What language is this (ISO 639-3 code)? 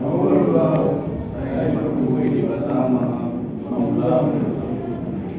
bbc